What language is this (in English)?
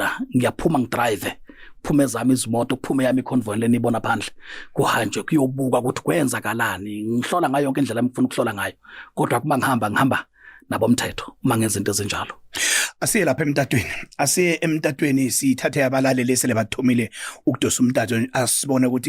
Zulu